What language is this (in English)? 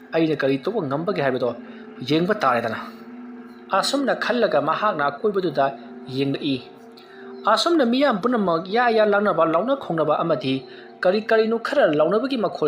Manipuri